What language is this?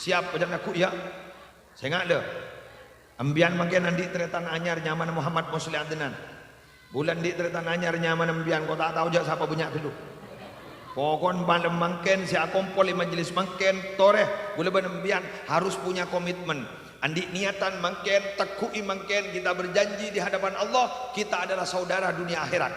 Madurese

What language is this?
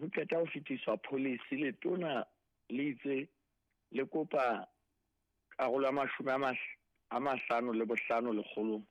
Southern Sotho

